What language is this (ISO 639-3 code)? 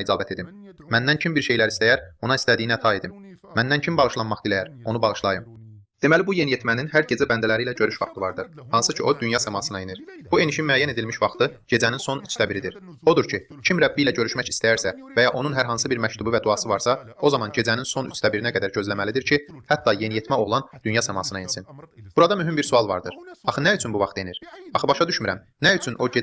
aze